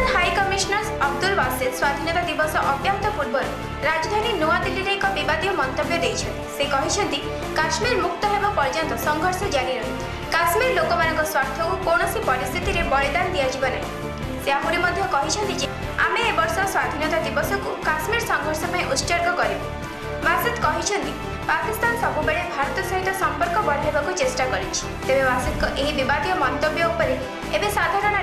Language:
Odia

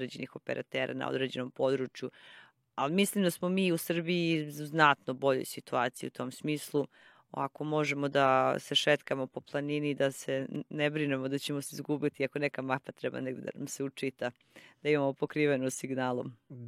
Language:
Serbian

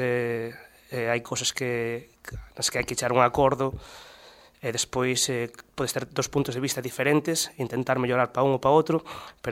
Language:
Galician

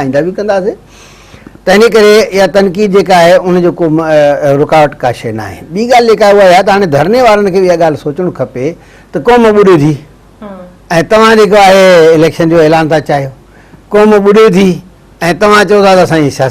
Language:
Sindhi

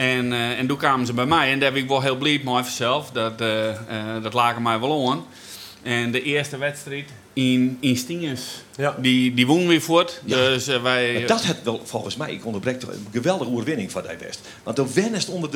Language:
Western Frisian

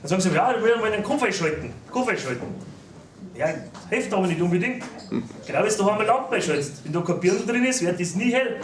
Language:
Bavarian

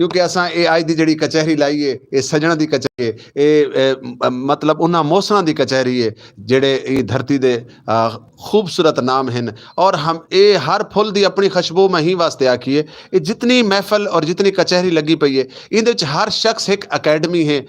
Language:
Western Panjabi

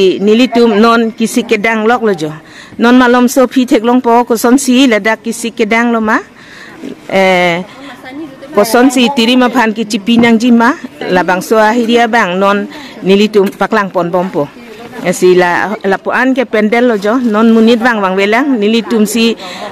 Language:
Karbi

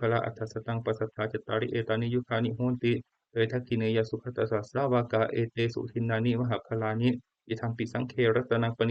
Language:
Pali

